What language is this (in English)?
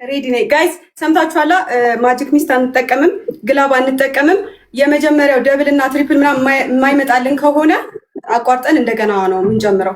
Amharic